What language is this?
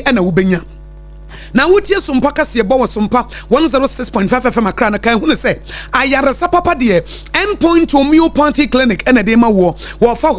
Akan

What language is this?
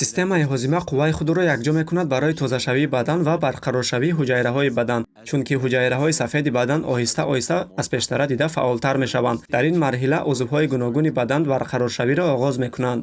Tajik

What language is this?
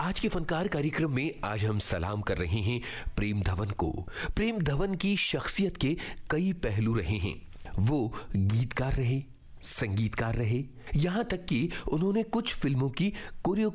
Hindi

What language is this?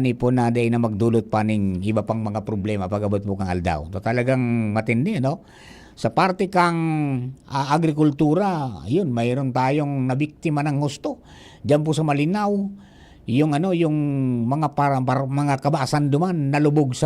Bikol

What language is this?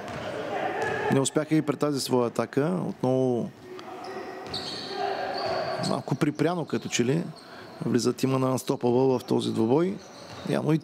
Bulgarian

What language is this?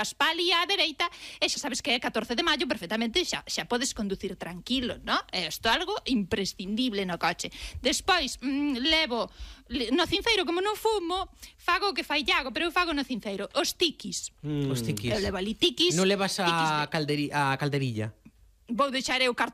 Galician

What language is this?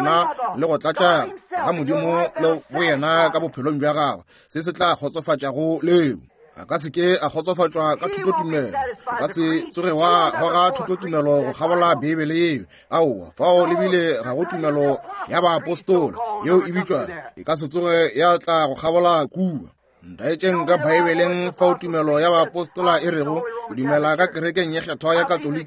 Northern Sotho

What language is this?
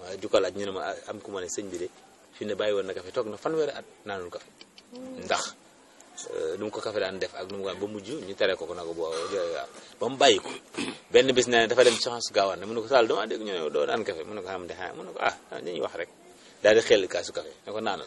Wolof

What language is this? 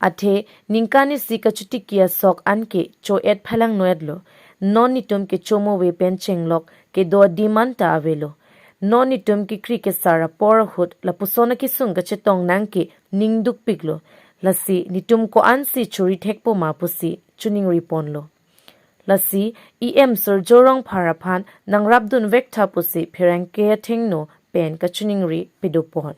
Karbi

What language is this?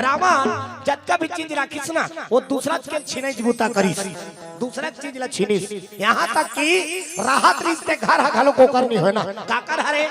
Chhattisgarhi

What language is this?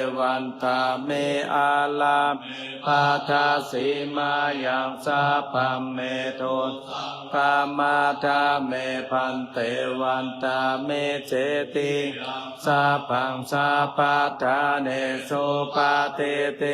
Pali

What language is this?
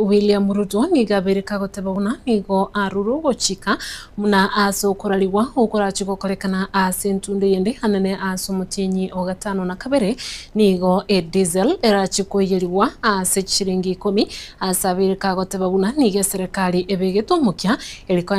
Gusii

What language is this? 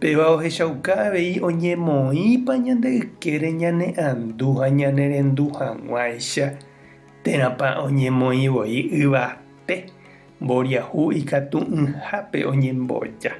Guarani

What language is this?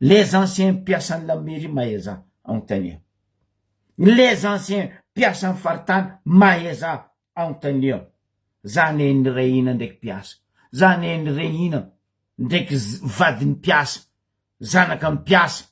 Malagasy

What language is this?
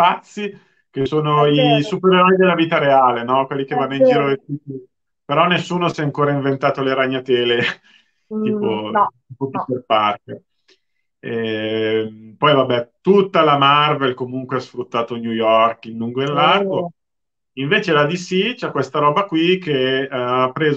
Italian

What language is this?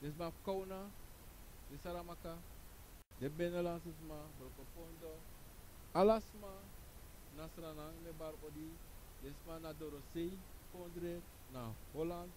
Sranan Tongo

